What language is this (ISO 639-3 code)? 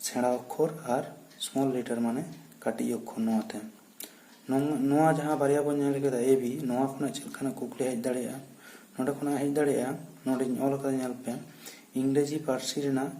sat